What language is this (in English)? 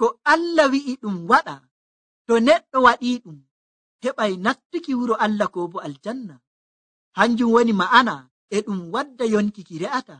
Nigerian Fulfulde